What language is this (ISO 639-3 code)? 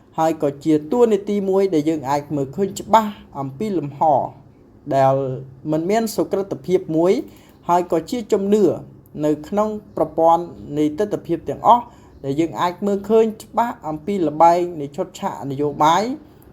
khm